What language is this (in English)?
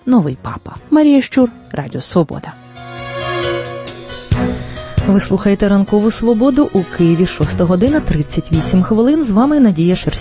Ukrainian